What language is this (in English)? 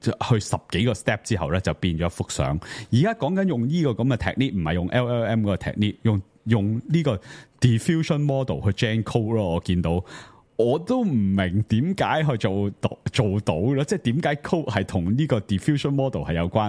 Cantonese